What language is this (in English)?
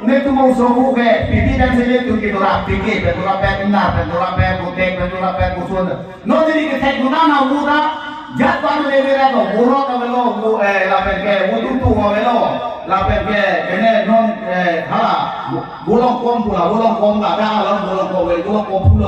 Karbi